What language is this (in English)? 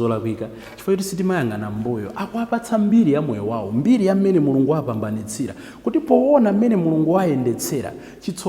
Nyanja